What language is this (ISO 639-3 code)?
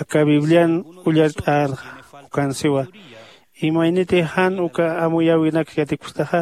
aym